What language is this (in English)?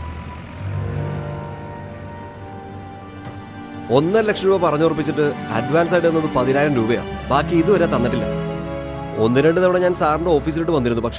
Malayalam